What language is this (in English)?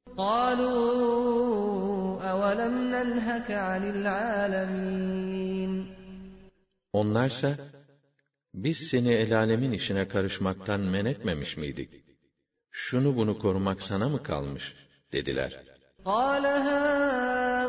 Turkish